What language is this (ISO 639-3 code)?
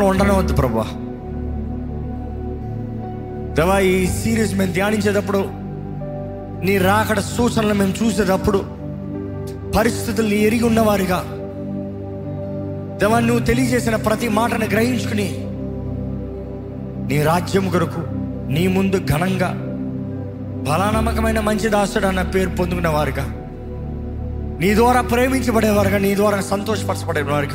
tel